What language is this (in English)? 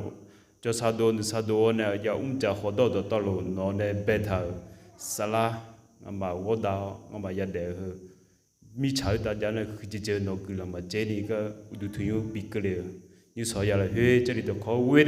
Akha